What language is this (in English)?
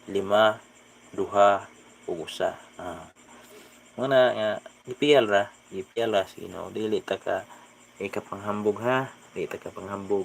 Cebuano